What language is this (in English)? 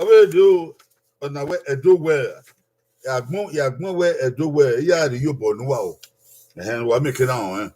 Bini